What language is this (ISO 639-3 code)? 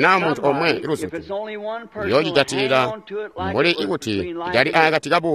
toi